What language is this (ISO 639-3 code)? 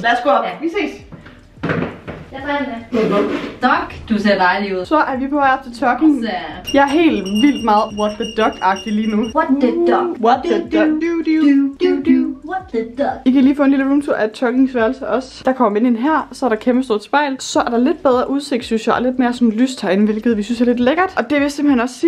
dan